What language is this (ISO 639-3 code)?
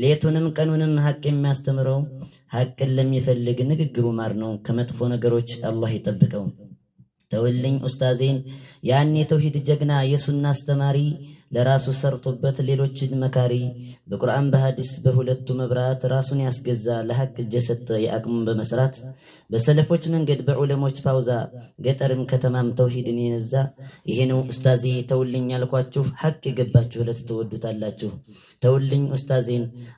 amh